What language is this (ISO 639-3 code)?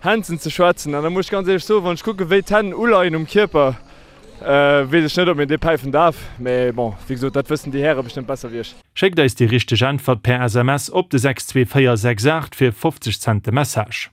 ltz